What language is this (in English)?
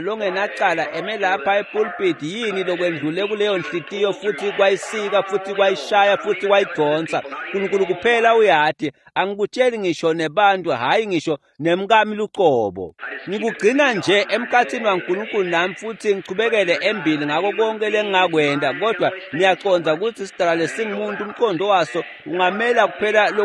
Swati